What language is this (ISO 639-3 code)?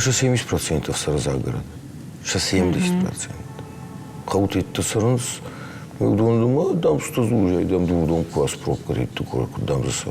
oss